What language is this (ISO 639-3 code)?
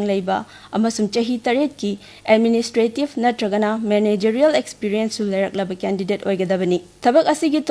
mni